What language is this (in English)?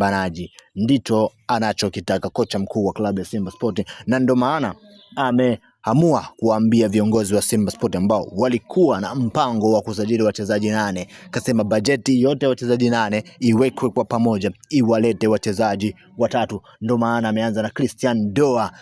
Swahili